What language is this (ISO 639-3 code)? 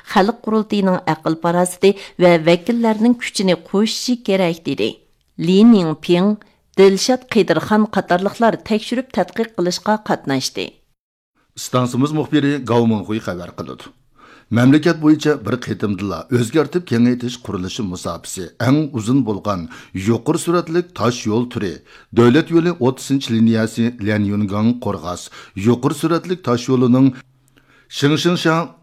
uig